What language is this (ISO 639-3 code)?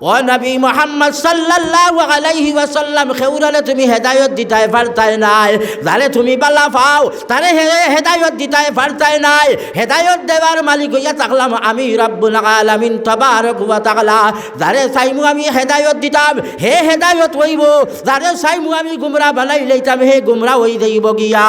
syl